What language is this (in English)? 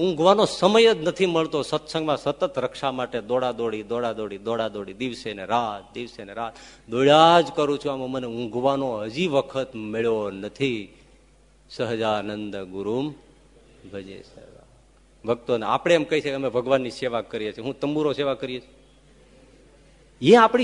Gujarati